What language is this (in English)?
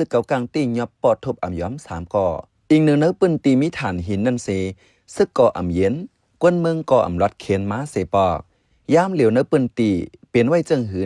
Shan